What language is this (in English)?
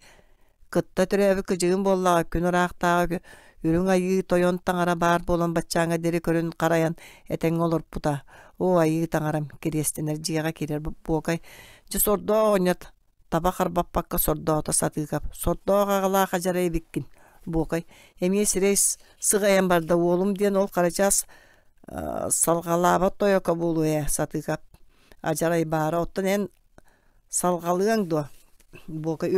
Yakut